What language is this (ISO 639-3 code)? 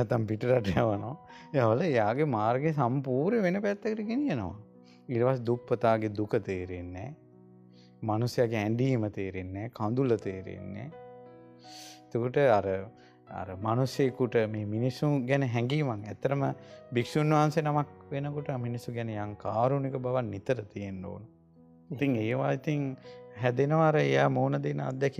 sin